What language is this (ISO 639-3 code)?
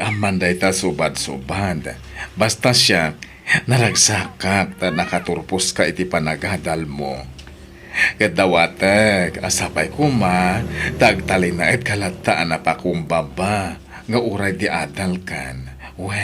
ilo